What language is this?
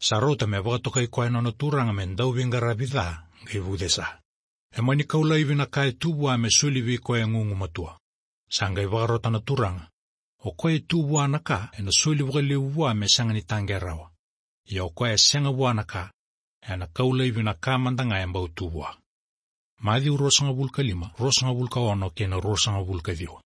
Fijian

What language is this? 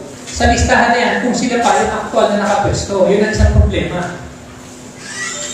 Filipino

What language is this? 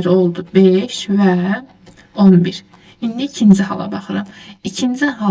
Azerbaijani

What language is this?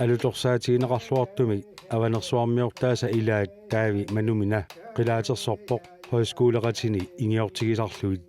Kalaallisut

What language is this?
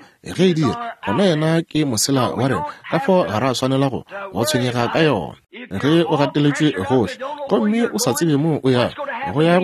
Northern Sotho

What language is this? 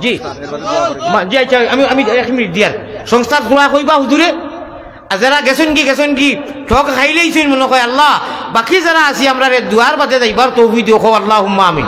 Sylheti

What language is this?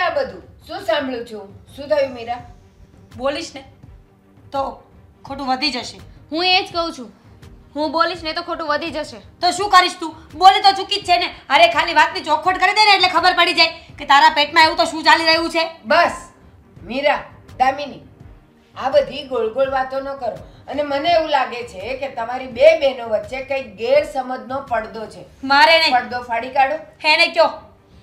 Gujarati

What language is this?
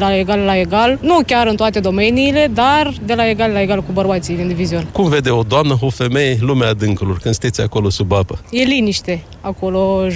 Romanian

